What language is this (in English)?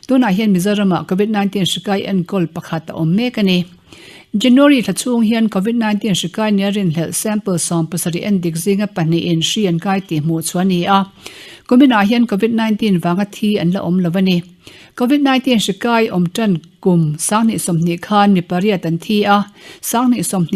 Mizo